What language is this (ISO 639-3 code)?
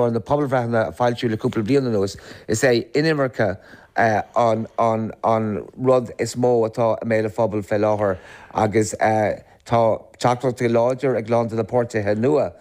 gle